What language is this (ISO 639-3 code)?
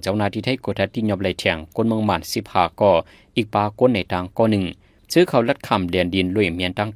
shn